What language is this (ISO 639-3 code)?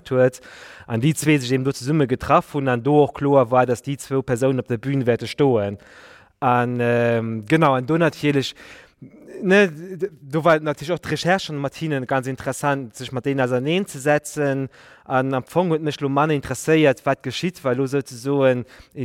ltz